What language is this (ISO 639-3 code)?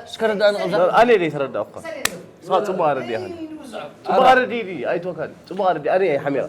tir